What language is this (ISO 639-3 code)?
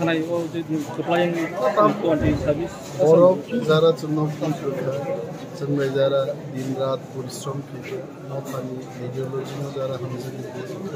trp